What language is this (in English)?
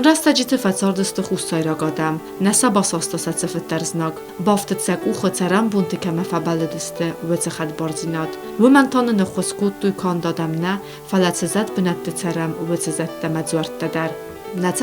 Ossetic